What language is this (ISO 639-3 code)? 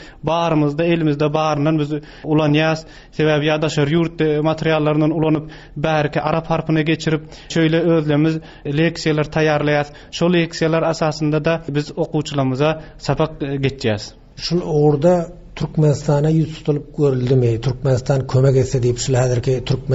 tuk